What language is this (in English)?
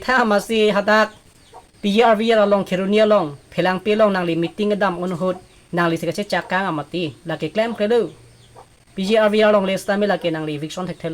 Karbi